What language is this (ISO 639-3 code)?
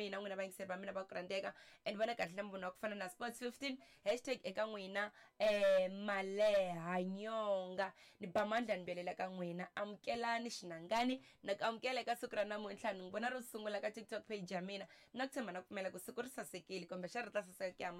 tso